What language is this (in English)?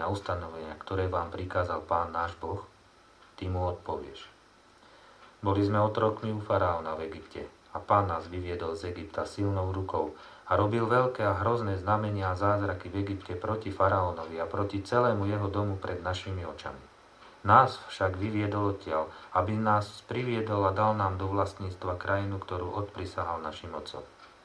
Slovak